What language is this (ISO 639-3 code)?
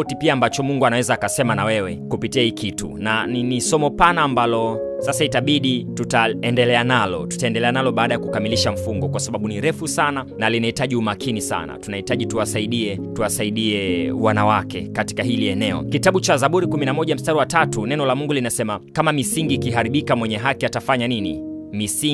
swa